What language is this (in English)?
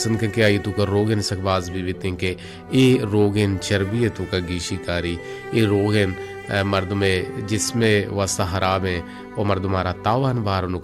Baluchi